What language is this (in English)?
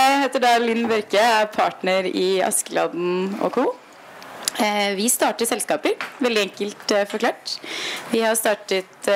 Norwegian